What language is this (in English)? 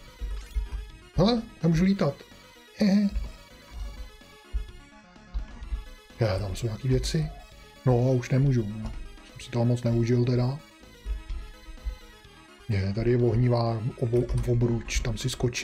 Czech